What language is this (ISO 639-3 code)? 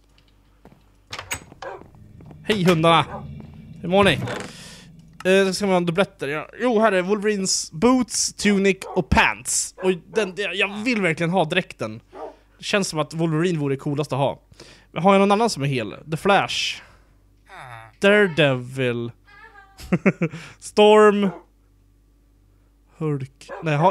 swe